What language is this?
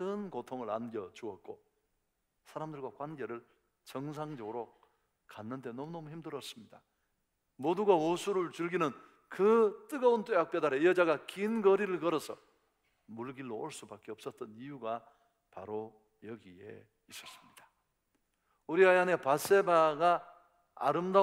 Korean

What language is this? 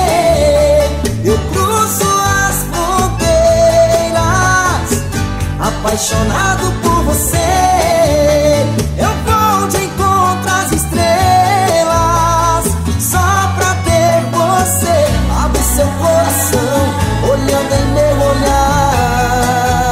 Portuguese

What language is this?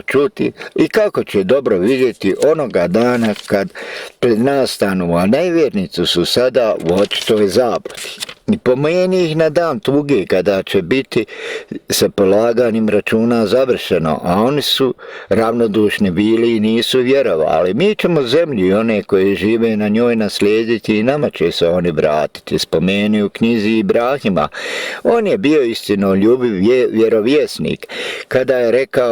Bosnian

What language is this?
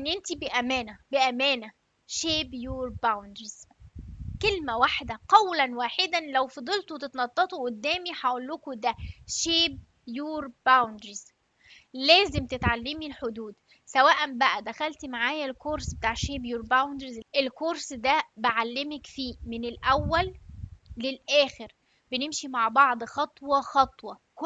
Egyptian Arabic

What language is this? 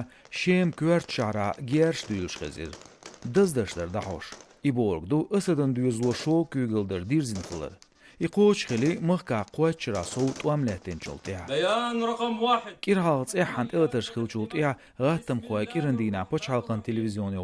Chechen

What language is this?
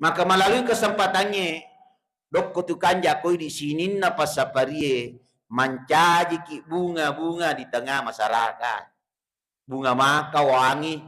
Buginese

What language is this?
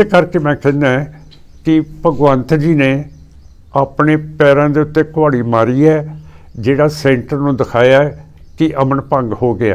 Punjabi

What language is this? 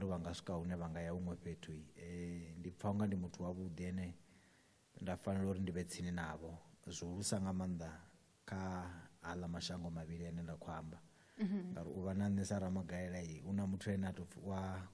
Venda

